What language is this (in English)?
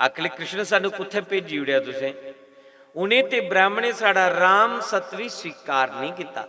Dogri